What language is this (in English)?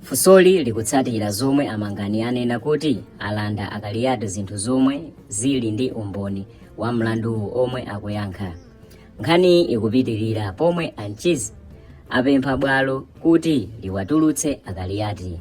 Nyanja